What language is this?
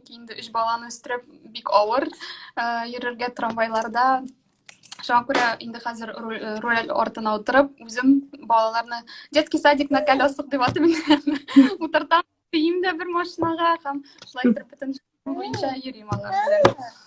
Tatar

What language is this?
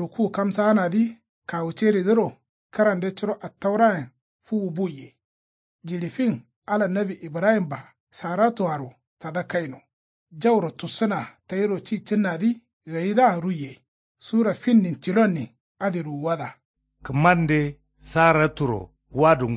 Kanuri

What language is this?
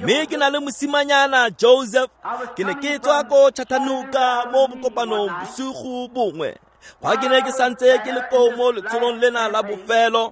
Tswana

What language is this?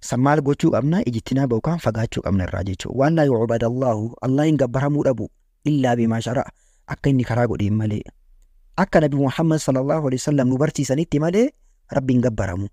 Oromo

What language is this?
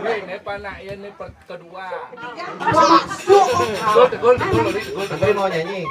Balinese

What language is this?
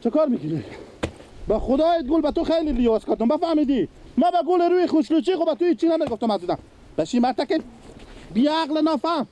Persian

